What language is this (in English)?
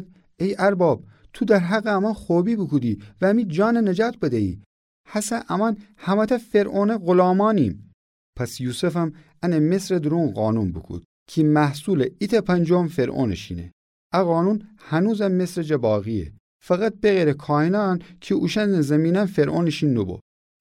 Gilaki